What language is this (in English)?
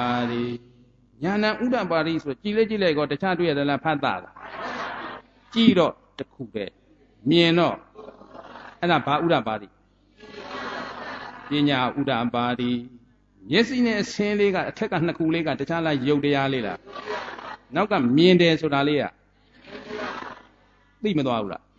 Burmese